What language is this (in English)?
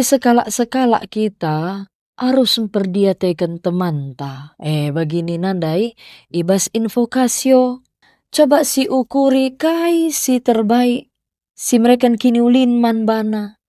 Batak Karo